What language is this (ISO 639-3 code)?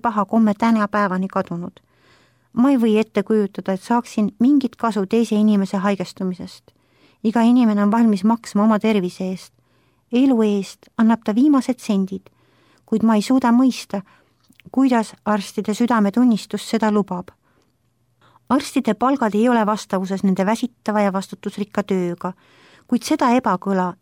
est